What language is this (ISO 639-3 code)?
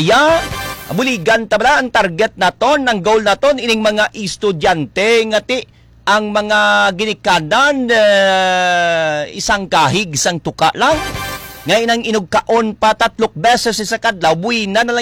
hil